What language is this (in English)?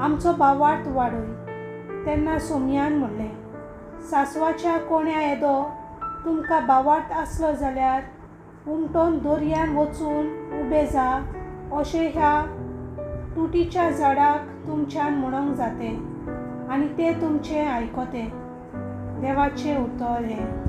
Konkani